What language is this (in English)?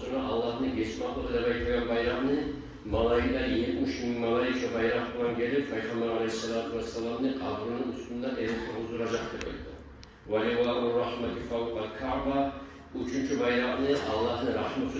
Kumyk